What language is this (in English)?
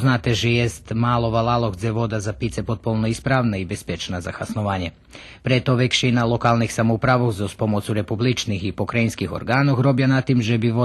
Rusyn